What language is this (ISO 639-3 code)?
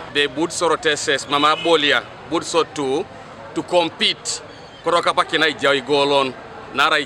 teo